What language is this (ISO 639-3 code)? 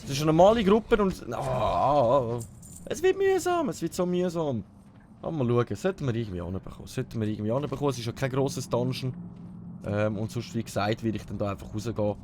gsw